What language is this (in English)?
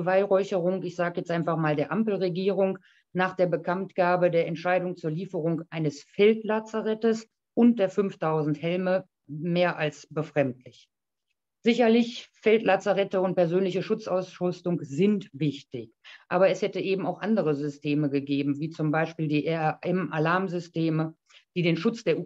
German